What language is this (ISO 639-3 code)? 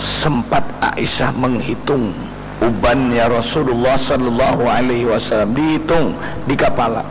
bjn